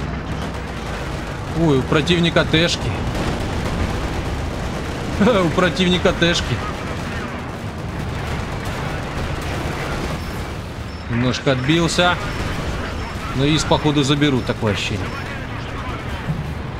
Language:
Russian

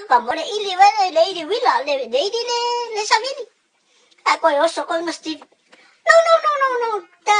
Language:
Samoan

